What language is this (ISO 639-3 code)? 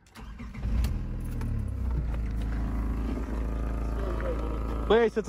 ces